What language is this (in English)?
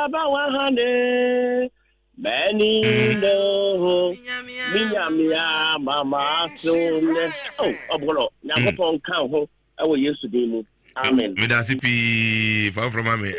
Akan